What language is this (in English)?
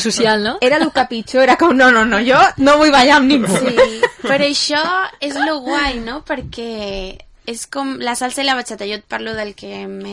Catalan